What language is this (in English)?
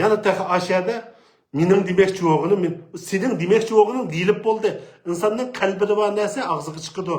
Uyghur